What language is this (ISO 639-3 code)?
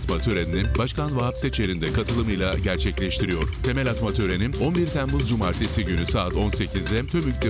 tur